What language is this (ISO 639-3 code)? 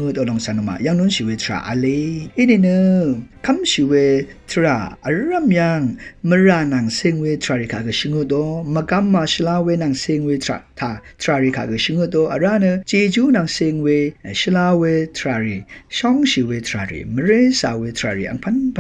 raw